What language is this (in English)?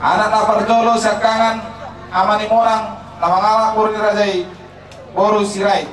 Batak Toba